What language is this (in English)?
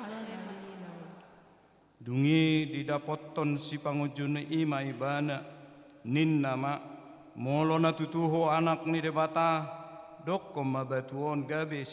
Batak Toba